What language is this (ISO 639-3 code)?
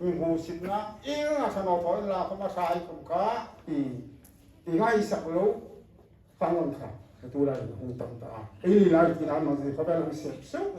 hmr